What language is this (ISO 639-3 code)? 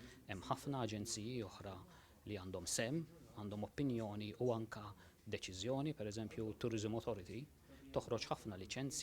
mlt